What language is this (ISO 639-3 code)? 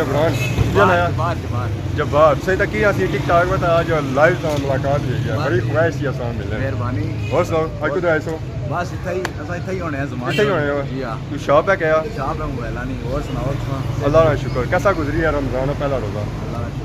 phr